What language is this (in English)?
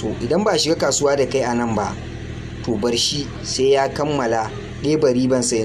Hausa